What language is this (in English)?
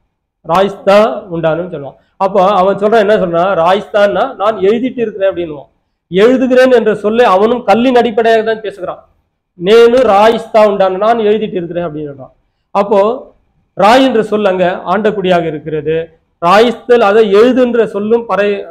Tamil